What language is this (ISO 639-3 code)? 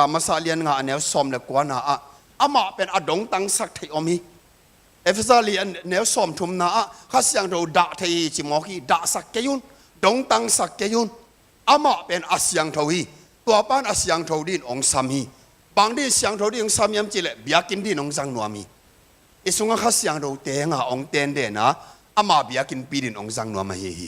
ctd